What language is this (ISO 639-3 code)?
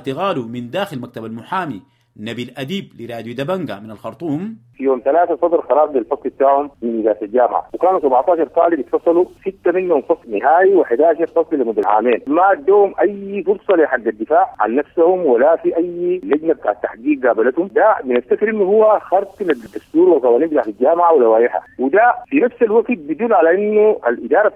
apd